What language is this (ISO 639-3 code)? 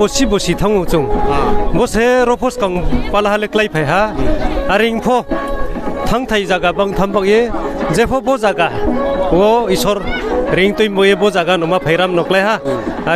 ria